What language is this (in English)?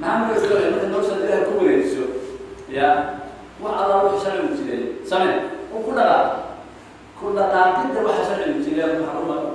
Somali